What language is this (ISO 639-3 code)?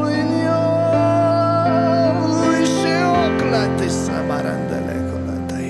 slk